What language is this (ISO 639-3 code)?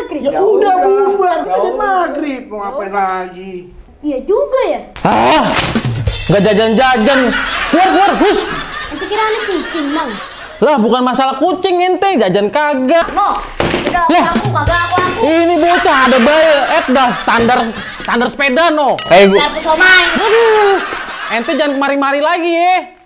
bew